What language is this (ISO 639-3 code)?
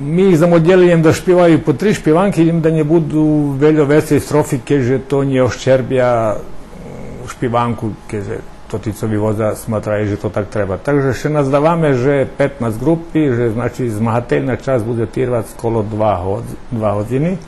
rue